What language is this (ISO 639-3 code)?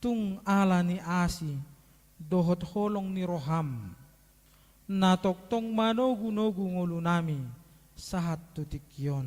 bbc